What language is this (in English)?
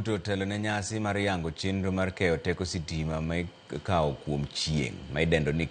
Luo (Kenya and Tanzania)